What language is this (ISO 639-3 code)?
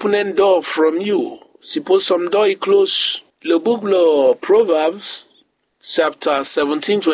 bis